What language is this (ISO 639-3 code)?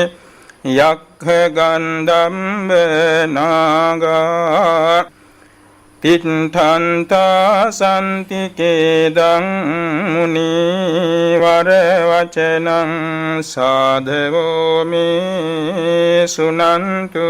sin